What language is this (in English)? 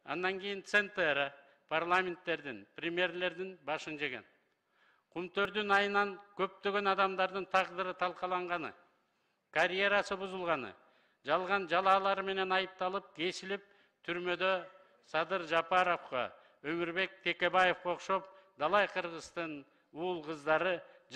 Kyrgyz